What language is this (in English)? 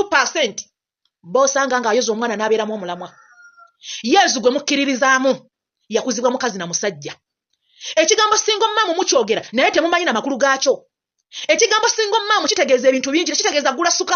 Ganda